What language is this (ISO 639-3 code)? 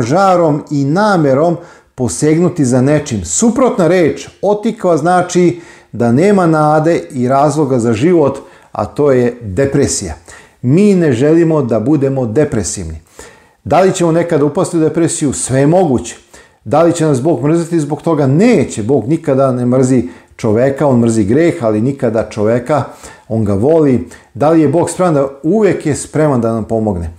srp